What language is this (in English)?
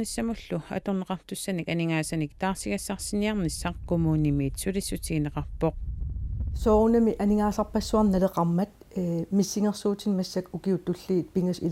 Kalaallisut